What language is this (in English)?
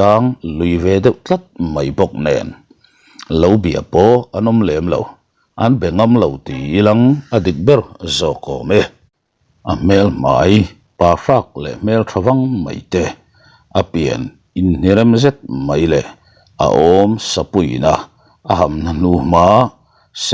Mizo